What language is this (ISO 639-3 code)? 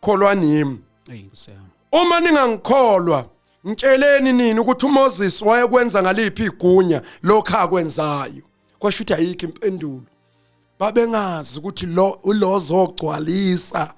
zul